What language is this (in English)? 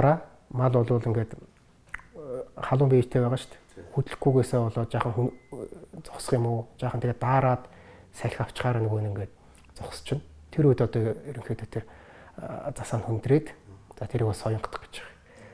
Mongolian